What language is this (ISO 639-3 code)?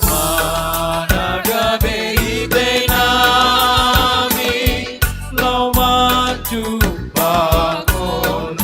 bts